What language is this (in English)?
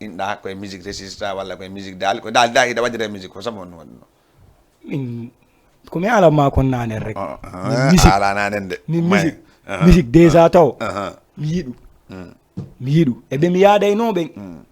Fula